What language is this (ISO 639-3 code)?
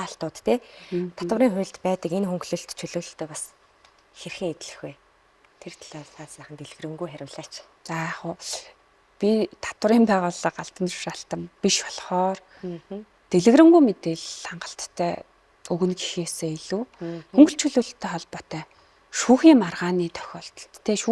mon